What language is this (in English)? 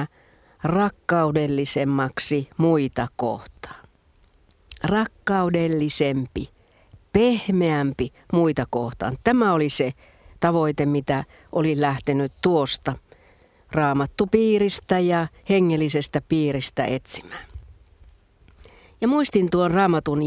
Finnish